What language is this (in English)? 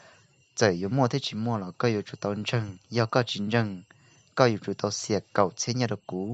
Hmong